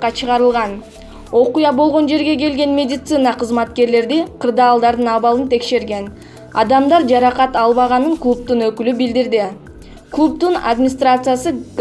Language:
Kyrgyz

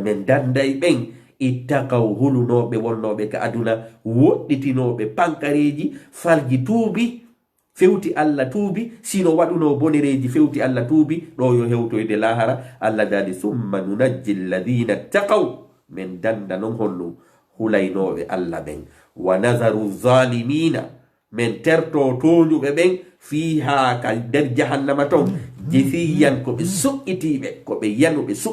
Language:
Fula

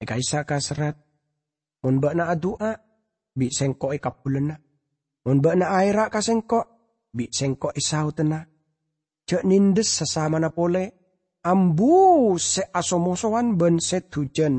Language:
Madurese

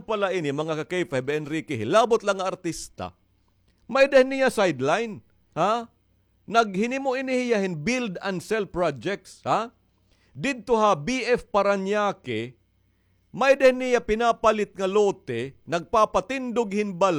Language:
Waray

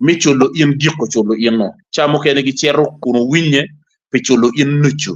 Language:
Acoli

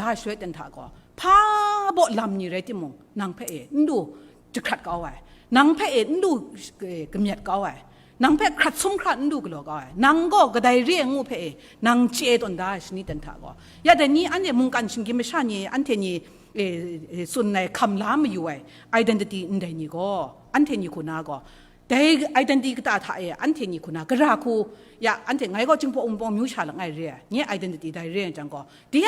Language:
Kachin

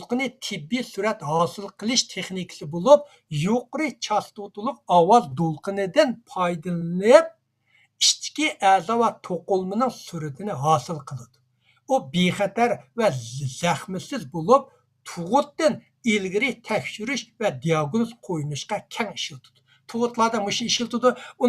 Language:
Uyghur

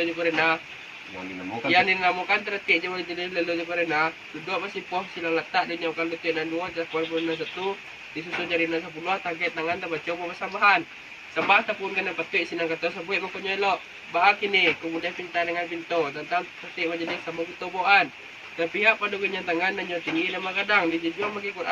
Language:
Minangkabau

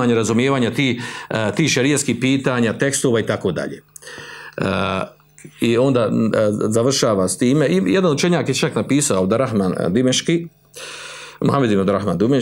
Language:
Bosnian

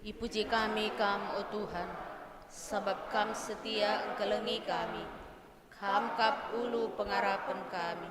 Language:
Batak Karo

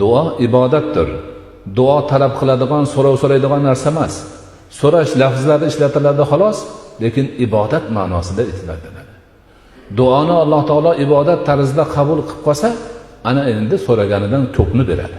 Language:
Uzbek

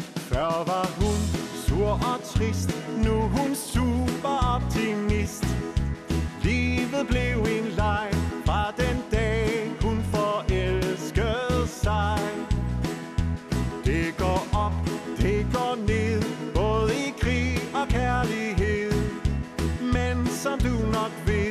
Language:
Danish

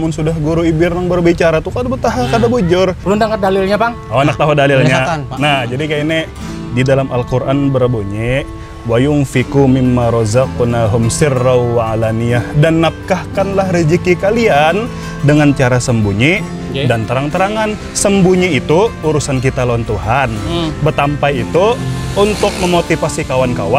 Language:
Banjar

